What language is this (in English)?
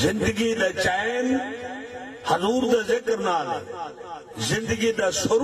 Saraiki